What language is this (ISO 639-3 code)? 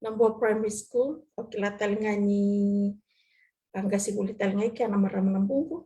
fij